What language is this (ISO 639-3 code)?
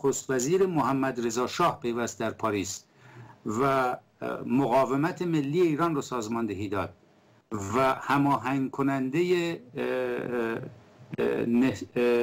fas